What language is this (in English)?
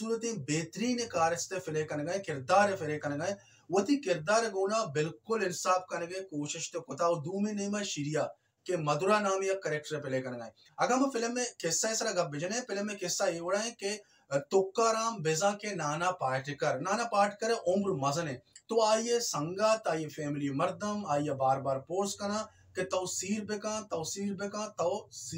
Baluchi